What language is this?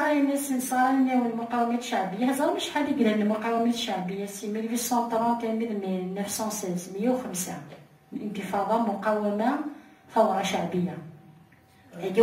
Kabyle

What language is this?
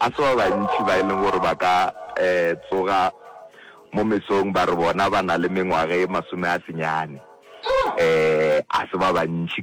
Northern Sotho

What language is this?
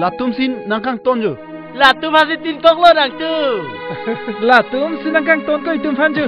Karbi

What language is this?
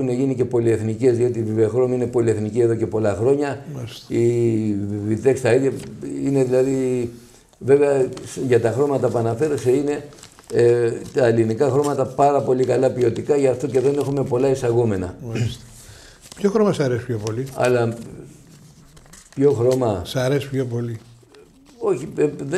Greek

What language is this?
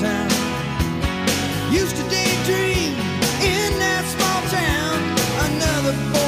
English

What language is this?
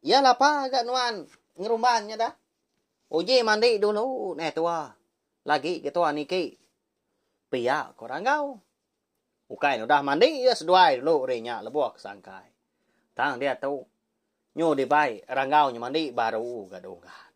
Iban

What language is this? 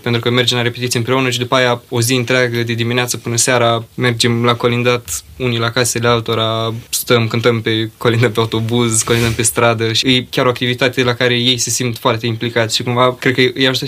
Romanian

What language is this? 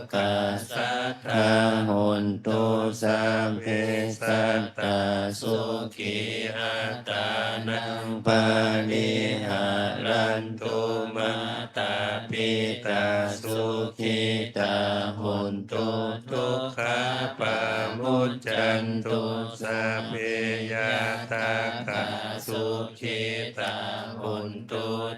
Pali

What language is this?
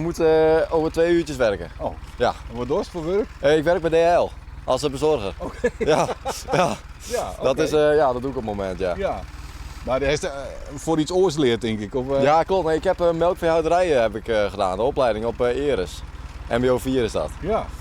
Western Frisian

